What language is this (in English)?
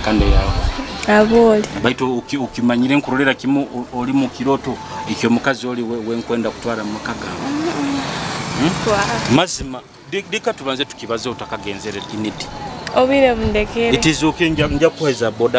Nyoro